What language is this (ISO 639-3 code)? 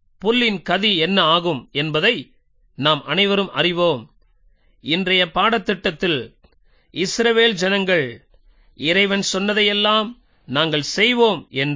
tam